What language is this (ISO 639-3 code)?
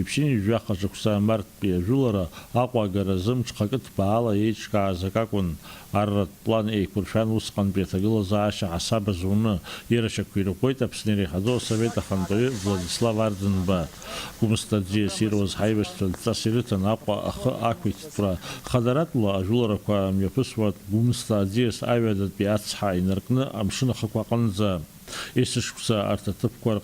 abk